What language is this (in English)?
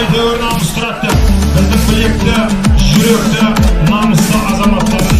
Kazakh